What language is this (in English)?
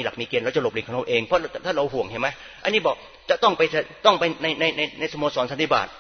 Thai